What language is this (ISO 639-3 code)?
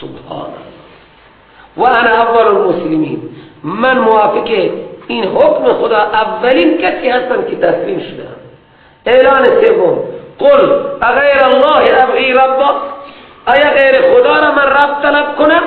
fas